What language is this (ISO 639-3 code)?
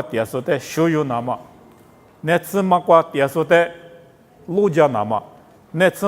lis